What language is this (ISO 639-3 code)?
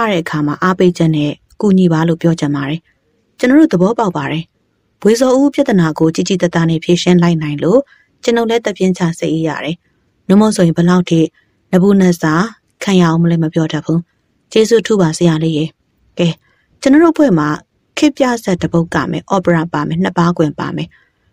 mya